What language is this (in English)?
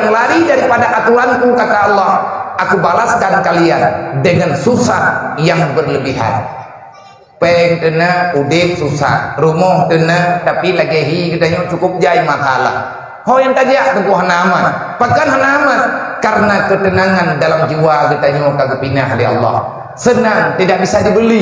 Achinese